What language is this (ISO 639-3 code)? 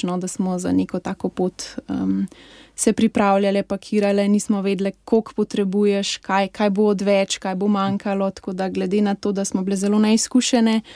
slv